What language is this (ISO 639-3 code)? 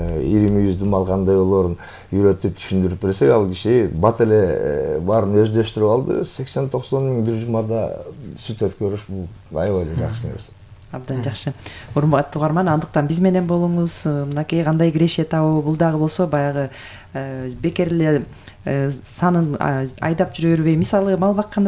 kir